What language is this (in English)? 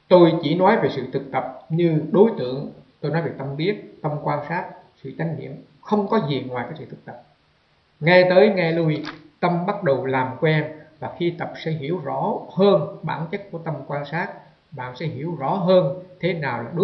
Vietnamese